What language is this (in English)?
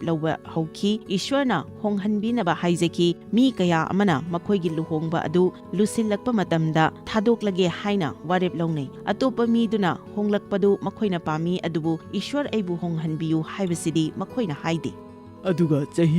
Manipuri